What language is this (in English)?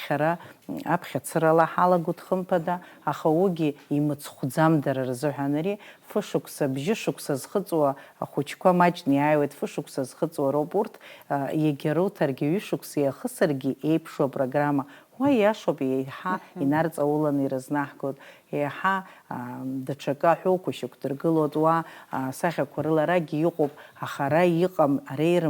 Abkhazian